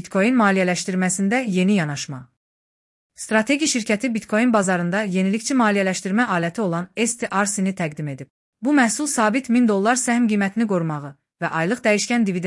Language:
Azerbaijani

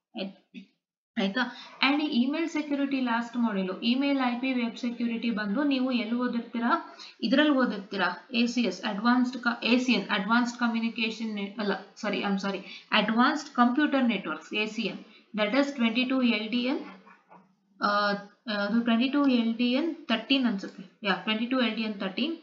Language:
Kannada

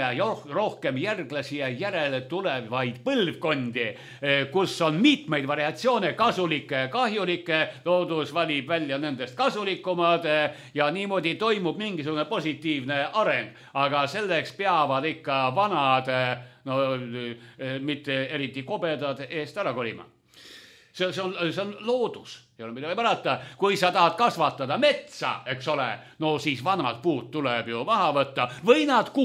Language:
Estonian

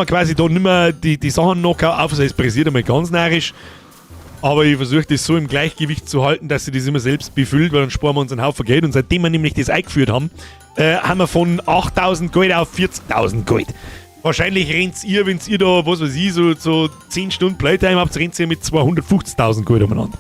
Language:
Bavarian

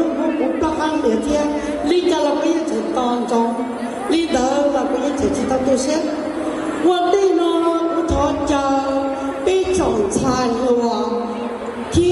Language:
Hmong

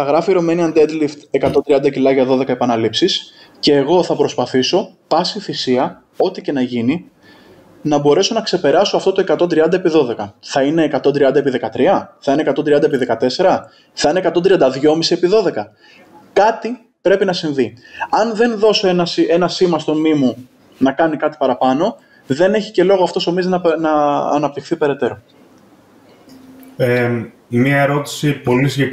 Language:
Greek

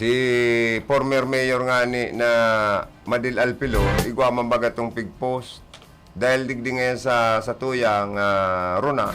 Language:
Bikol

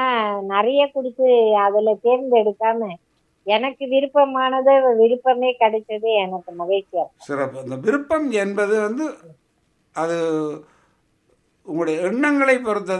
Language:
Tamil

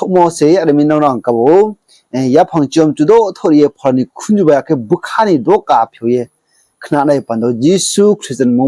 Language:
Riang (India)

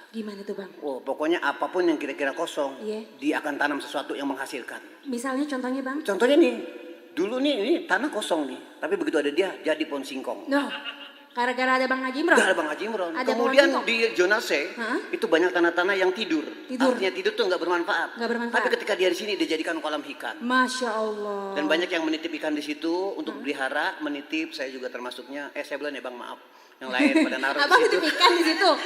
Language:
Betawi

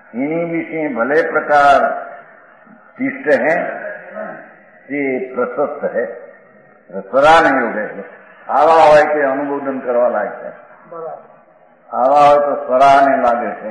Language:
Gujarati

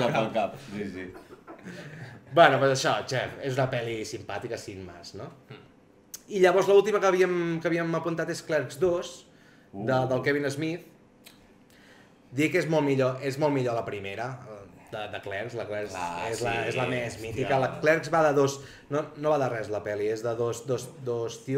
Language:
Catalan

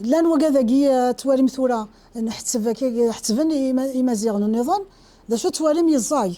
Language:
Kabyle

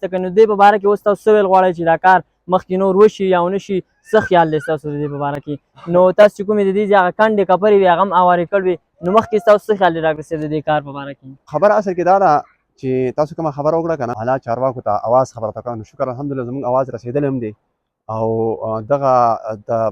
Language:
Pashto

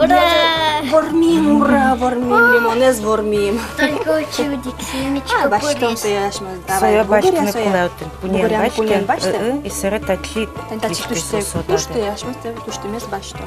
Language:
Udmurt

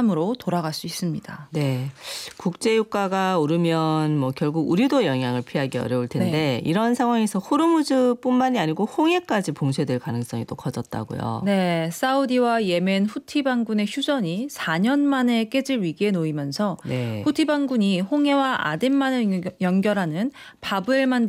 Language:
Korean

